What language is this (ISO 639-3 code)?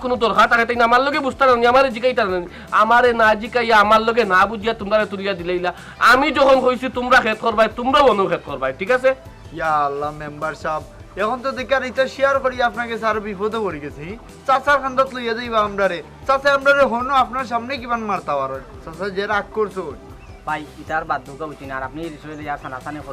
syl